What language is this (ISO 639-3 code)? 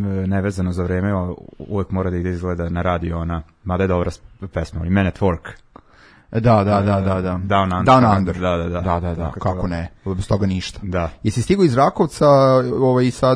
srp